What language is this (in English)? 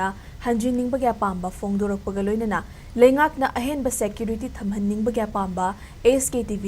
Manipuri